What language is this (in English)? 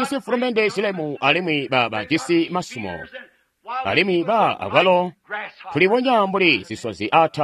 Tonga (Zambia)